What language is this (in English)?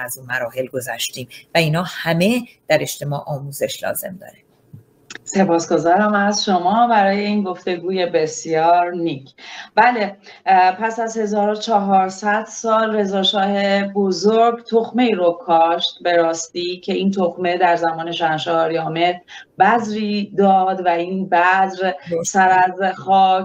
Persian